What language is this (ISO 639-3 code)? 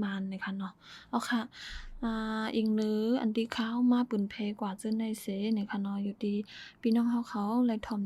shn